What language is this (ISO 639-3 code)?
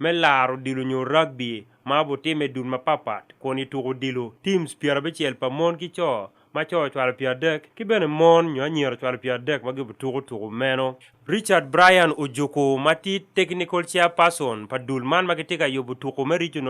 ach